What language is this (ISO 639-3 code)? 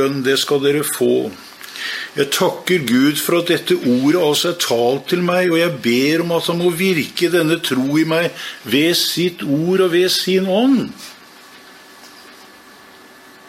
nor